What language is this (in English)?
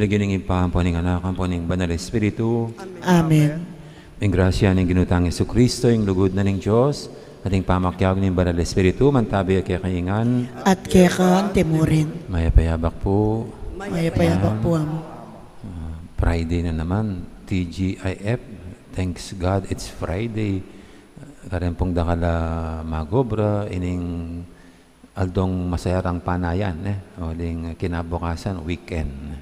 Pampanga